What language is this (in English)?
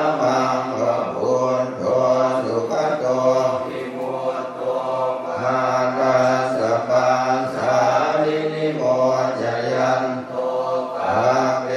Pali